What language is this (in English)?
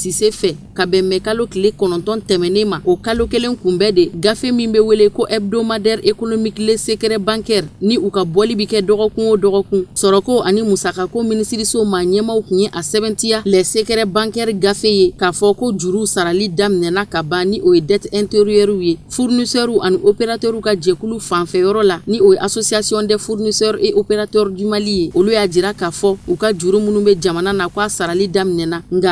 Bambara